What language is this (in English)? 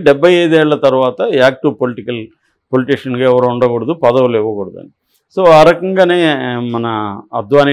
Telugu